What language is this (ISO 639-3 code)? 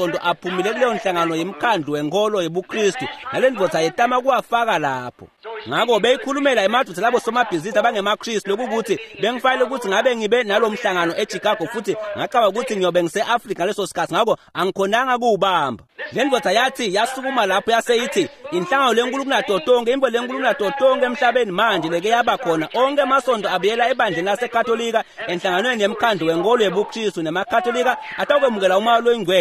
ssw